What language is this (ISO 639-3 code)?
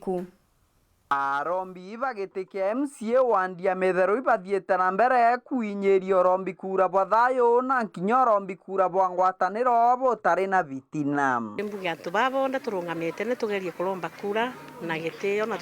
mer